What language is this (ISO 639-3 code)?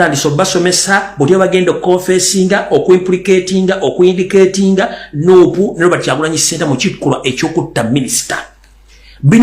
lug